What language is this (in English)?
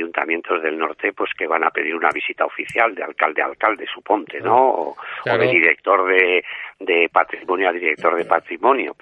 Spanish